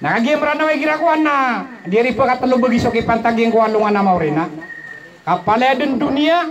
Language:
Maranao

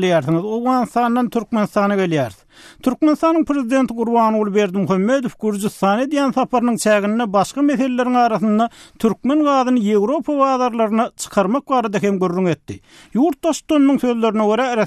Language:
Turkmen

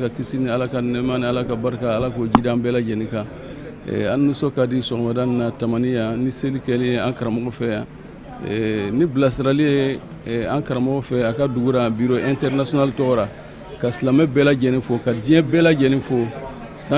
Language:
Bambara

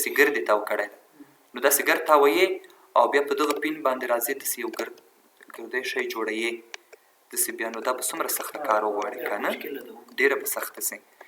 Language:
Pashto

